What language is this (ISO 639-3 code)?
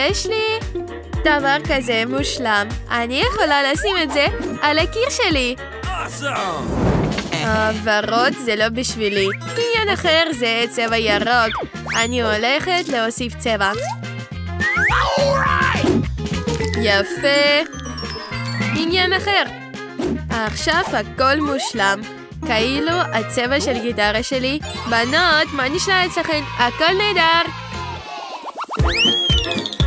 heb